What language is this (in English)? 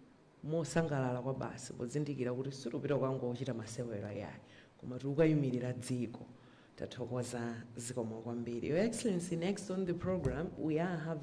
Nyanja